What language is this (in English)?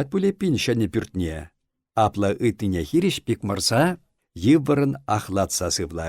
Chuvash